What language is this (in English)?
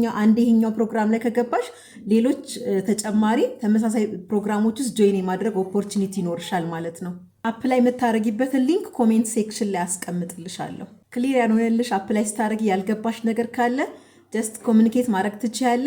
Amharic